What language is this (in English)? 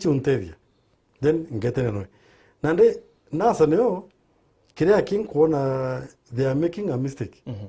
Meru